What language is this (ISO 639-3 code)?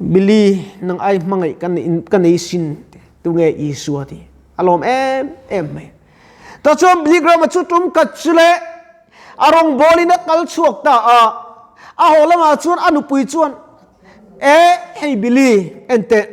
lus